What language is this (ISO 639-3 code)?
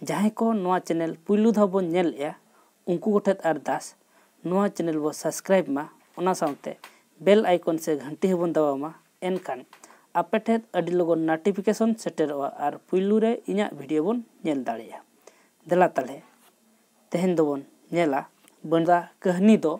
sat